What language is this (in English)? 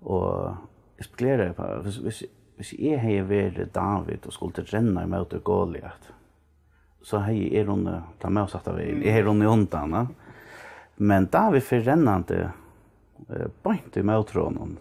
Faroese